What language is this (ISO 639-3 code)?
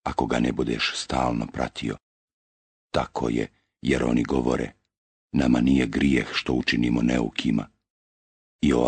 bos